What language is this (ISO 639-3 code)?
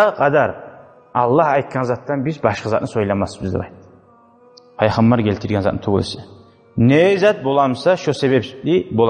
kum